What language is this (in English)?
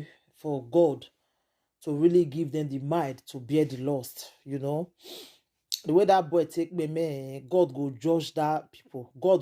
Nigerian Pidgin